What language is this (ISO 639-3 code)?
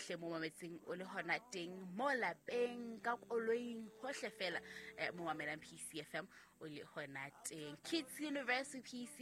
sot